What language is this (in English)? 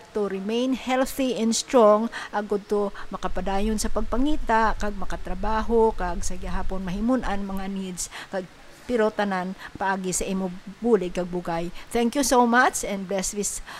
Hiligaynon